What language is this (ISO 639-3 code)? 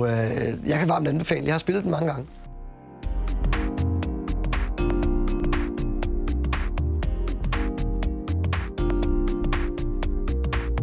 dan